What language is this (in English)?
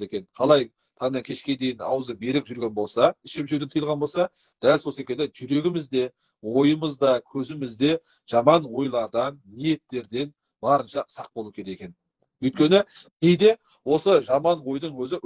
Kazakh